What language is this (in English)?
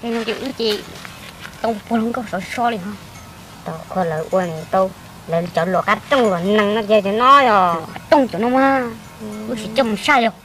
Hmong